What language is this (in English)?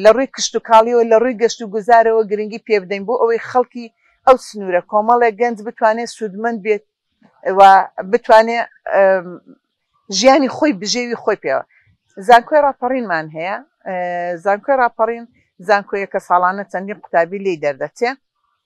Central Kurdish